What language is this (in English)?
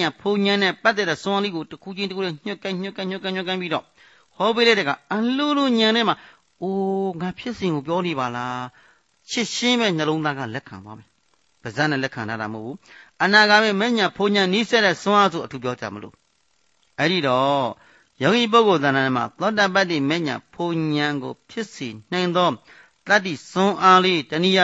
Burmese